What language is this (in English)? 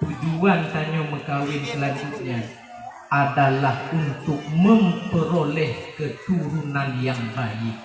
Achinese